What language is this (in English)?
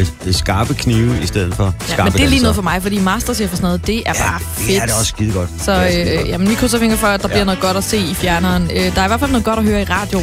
Danish